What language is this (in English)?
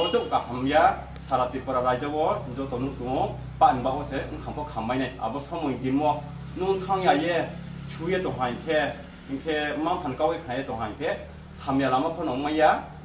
Riang (India)